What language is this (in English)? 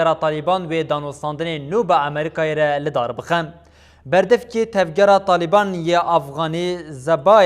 Kurdish